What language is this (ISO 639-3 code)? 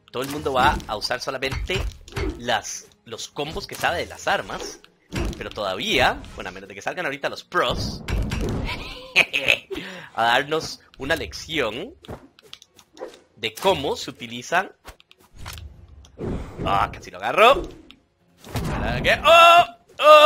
spa